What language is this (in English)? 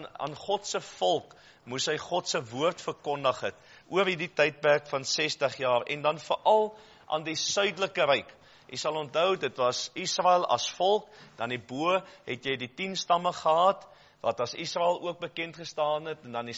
Afrikaans